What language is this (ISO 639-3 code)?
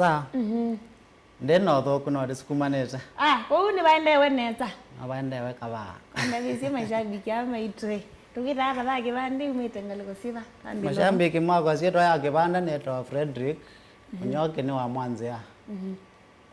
kam